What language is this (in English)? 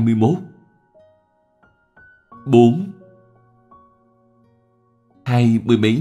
Vietnamese